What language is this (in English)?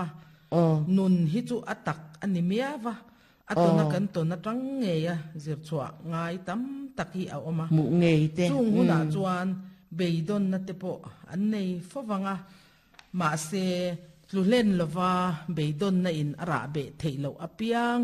Mizo